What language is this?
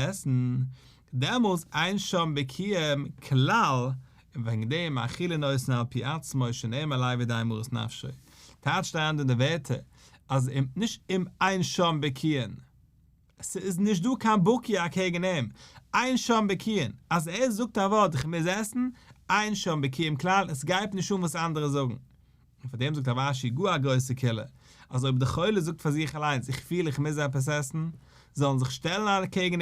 Yiddish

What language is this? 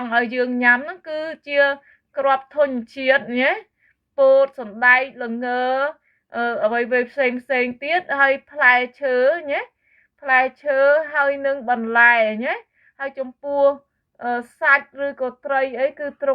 Khmer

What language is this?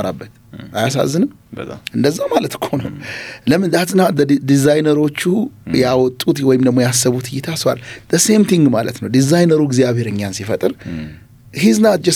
Amharic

